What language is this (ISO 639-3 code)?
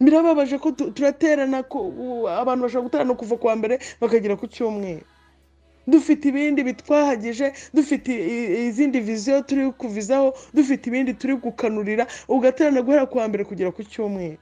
kin